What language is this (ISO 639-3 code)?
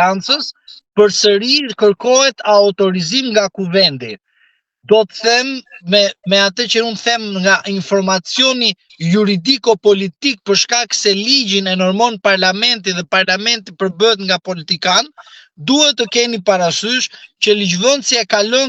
sqi